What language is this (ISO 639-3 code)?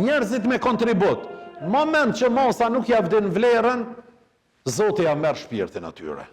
sqi